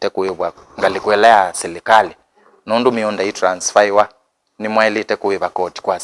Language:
Kamba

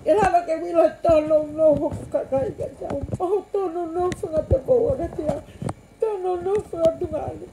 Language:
Tongan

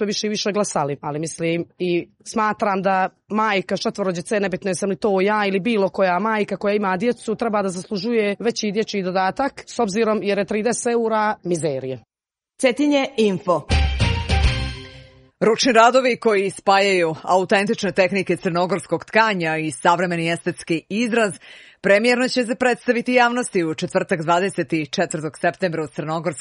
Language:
Serbian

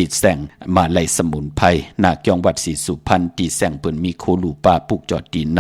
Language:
Shan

